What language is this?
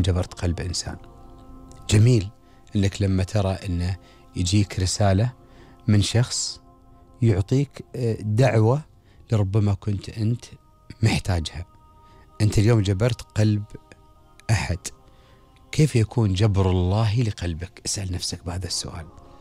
Gulf Arabic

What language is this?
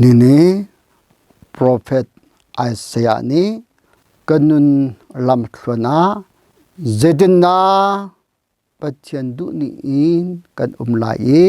Hakha Chin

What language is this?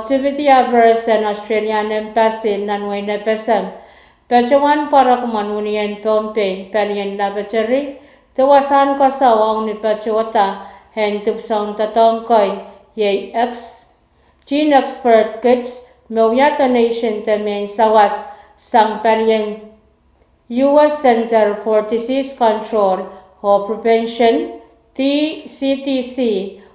Pohnpeian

